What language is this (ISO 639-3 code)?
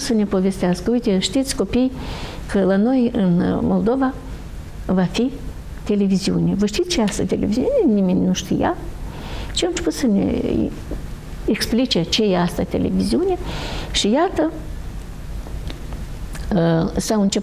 ron